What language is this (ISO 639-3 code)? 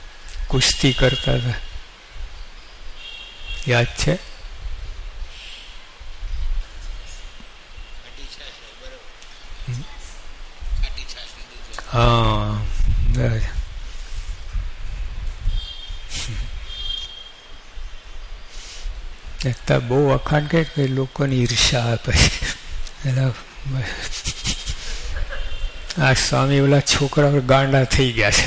guj